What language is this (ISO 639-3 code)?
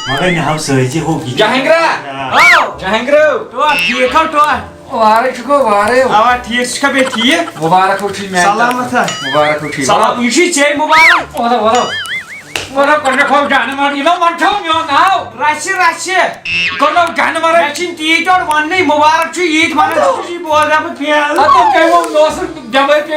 kas